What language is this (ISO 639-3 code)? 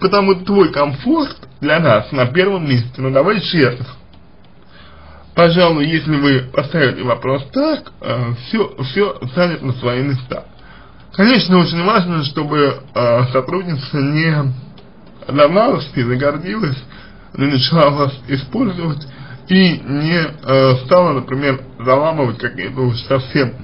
rus